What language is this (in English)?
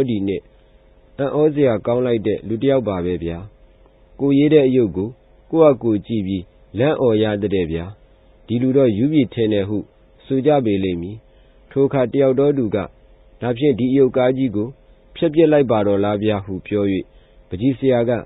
Burmese